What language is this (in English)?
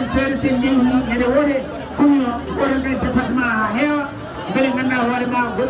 Fula